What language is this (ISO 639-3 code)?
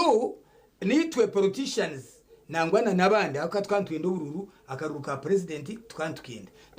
nyn